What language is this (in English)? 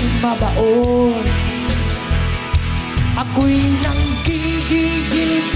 Filipino